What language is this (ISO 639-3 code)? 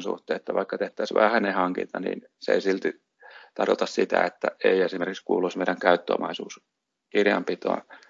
fin